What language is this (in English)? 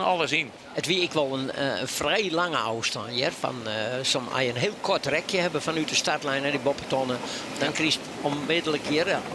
Western Frisian